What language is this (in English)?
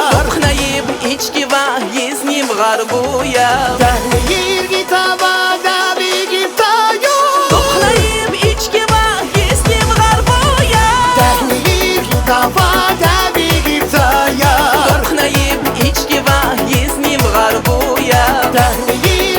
Tabassaran